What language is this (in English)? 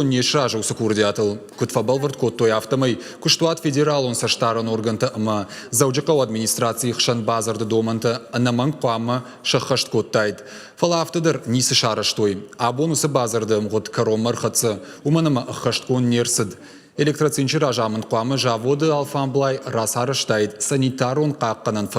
Ossetic